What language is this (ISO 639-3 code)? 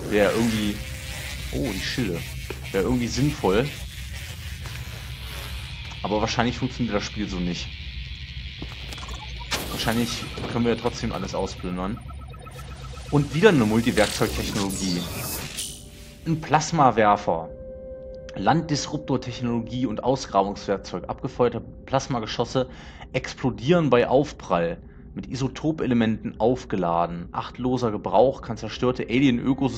deu